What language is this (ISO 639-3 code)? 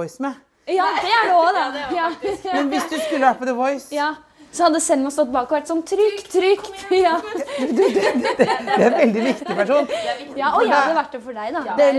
nor